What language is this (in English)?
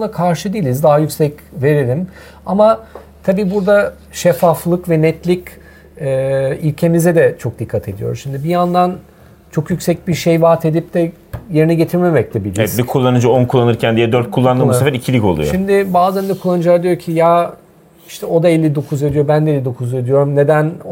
Turkish